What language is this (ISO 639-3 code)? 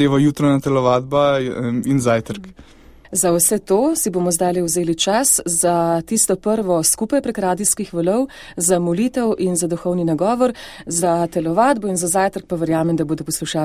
slv